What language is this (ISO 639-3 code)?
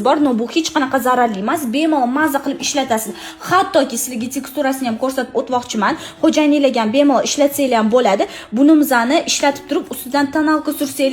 uzb